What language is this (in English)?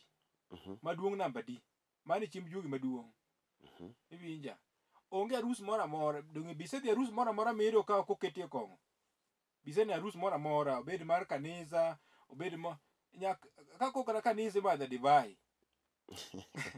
Luo (Kenya and Tanzania)